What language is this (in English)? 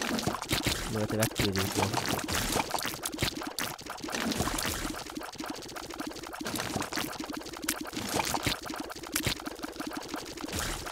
Malay